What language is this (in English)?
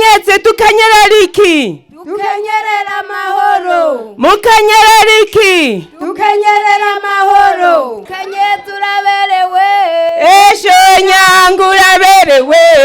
Rundi